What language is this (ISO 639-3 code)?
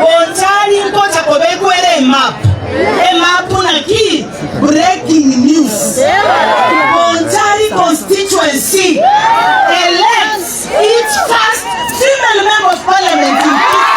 guz